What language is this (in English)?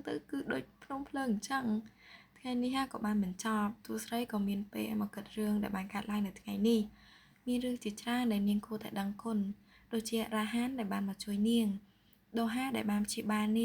Khmer